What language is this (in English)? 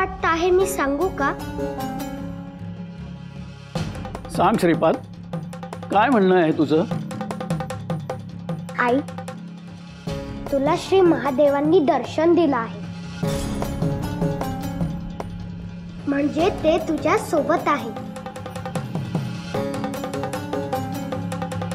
Marathi